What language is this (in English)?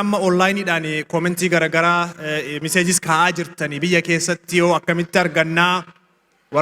Oromo